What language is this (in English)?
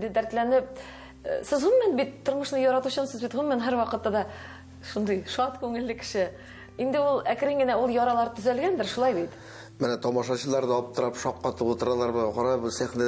Tatar